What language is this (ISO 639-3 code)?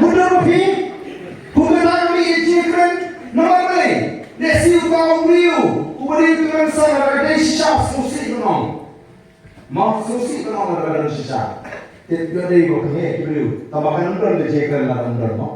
kha